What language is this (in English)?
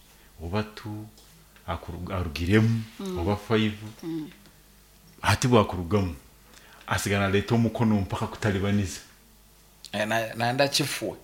Nyoro